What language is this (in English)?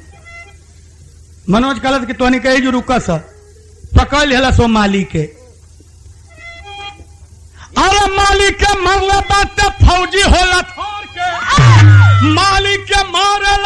Bhojpuri